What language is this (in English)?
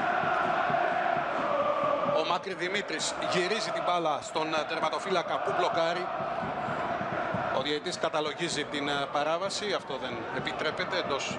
Greek